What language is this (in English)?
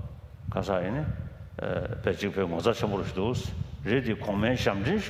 Dakpakha